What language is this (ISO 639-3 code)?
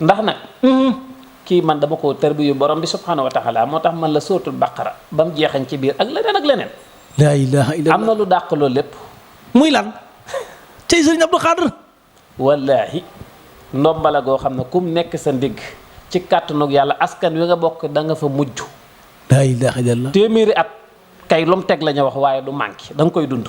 wol